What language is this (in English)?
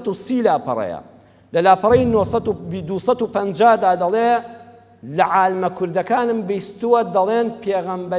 Central Kurdish